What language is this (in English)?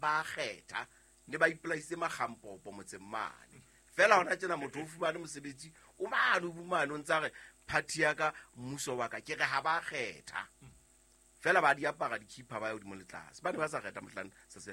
Southern Sotho